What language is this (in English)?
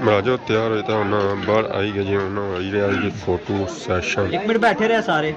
Pahari-Potwari